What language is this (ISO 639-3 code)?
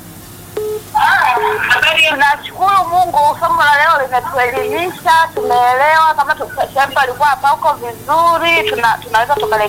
swa